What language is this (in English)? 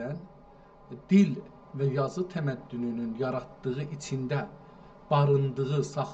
South Azerbaijani